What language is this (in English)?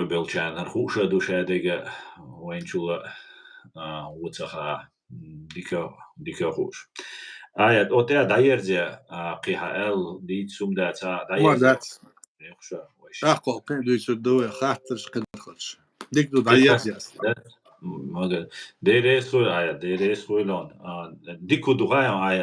Chechen